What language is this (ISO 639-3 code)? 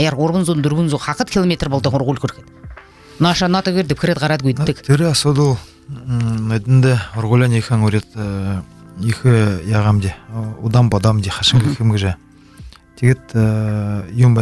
bua